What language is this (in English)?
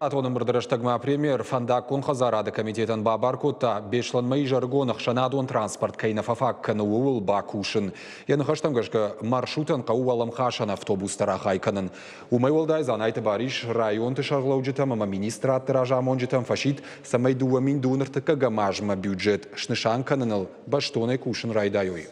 Ossetic